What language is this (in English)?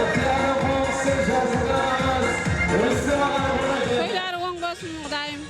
Kara-Kalpak